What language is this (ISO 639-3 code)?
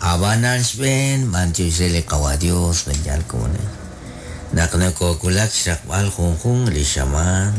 kek